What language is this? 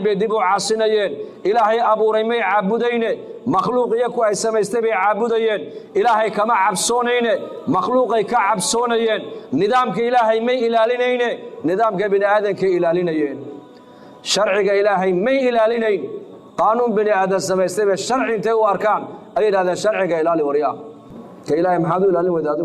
Somali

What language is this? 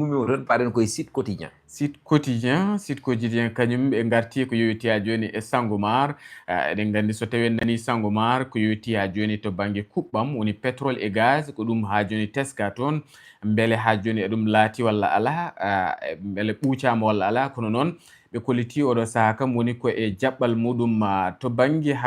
Fula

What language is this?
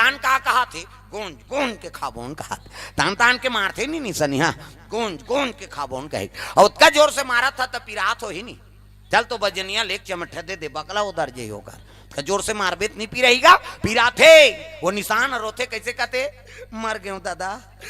Chhattisgarhi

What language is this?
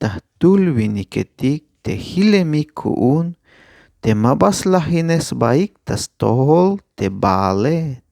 Tzeltal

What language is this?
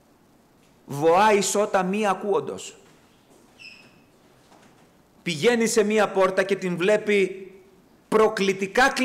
Greek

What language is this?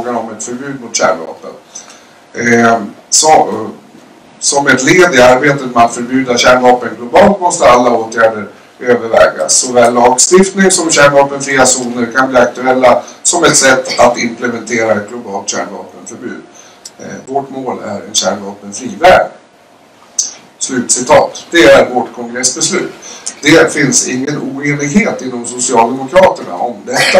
Swedish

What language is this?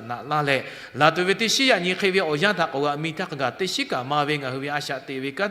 Lahu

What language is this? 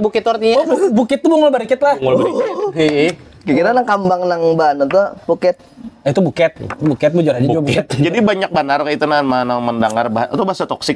Banjar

